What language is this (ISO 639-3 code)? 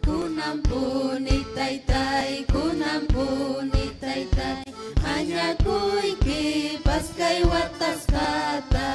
quy